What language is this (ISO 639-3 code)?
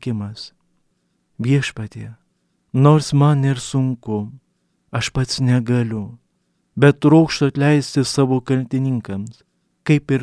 lit